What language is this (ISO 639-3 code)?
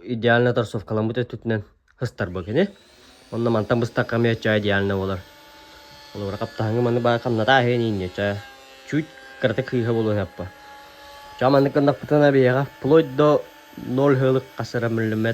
sah